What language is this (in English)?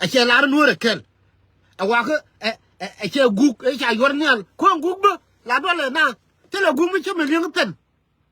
Nuer